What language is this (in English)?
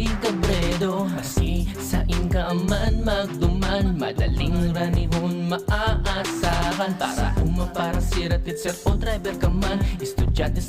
Bikol